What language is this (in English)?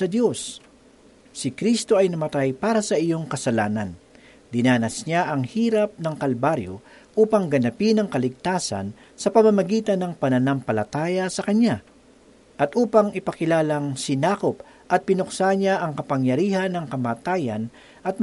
Filipino